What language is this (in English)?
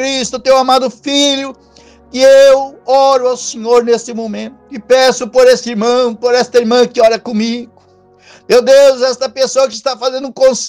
Portuguese